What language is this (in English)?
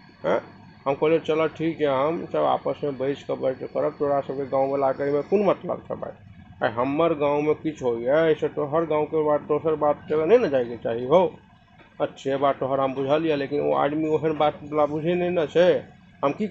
Maithili